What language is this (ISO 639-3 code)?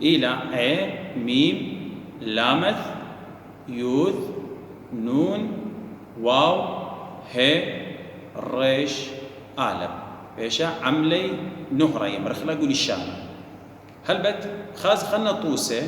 aii